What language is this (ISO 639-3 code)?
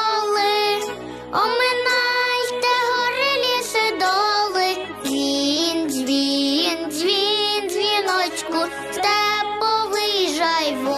ukr